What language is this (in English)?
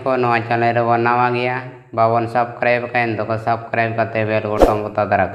Santali